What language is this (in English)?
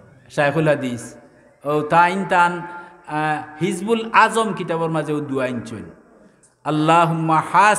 Sylheti